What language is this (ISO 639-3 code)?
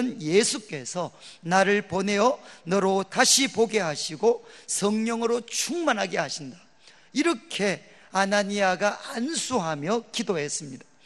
kor